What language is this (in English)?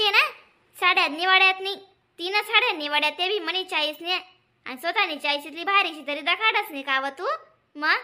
Khandesi